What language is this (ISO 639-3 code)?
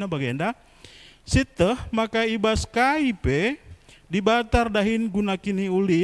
btx